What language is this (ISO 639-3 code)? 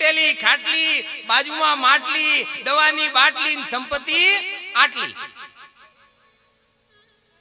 guj